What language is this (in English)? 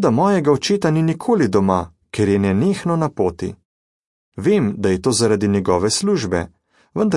Slovenian